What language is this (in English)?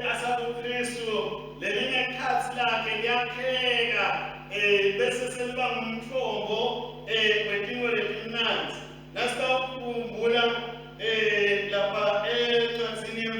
Swati